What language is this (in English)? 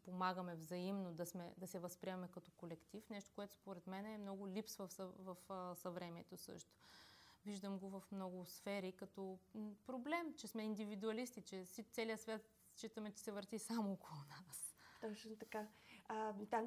Bulgarian